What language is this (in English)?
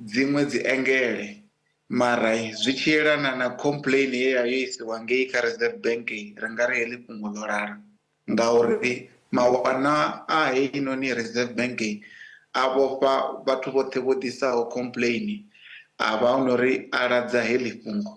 Venda